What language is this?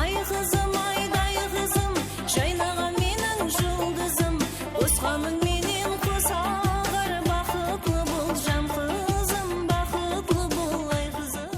Kara-Kalpak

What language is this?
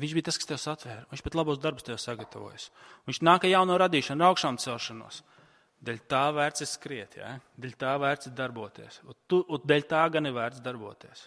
Latvian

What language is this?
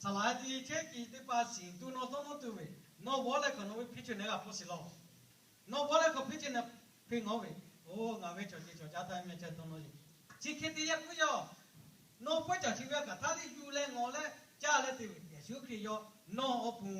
Lahu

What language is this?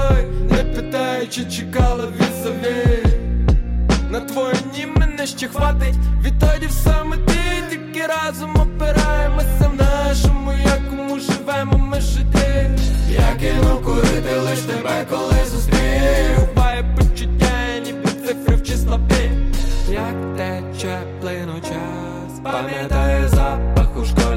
Ukrainian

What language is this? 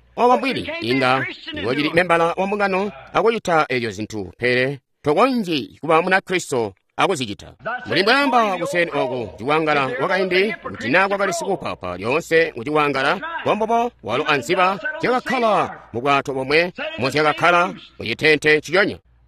Tonga (Zambia)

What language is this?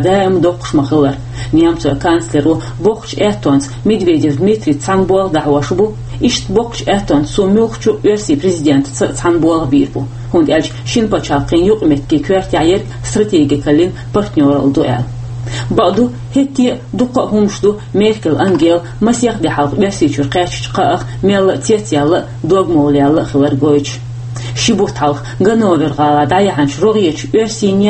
Chechen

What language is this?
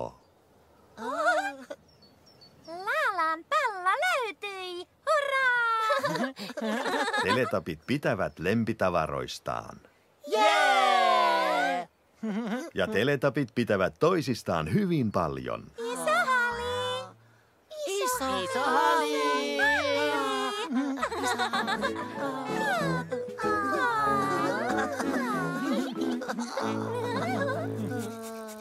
Finnish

